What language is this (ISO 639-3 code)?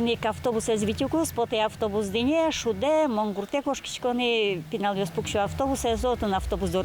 udm